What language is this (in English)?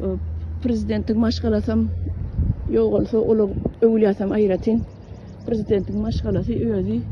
Turkmen